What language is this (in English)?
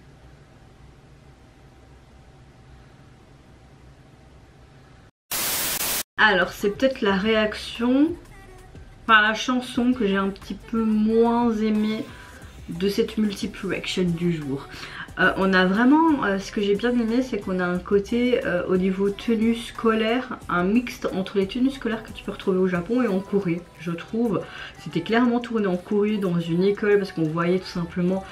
French